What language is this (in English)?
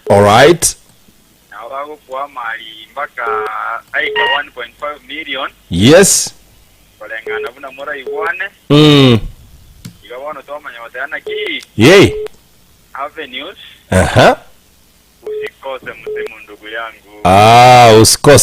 Gusii